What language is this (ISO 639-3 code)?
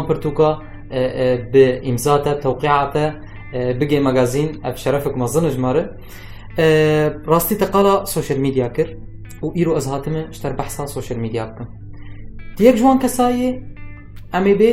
kur